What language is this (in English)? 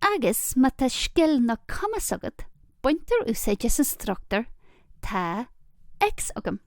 Irish